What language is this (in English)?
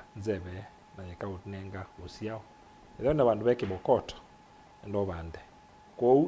Kamba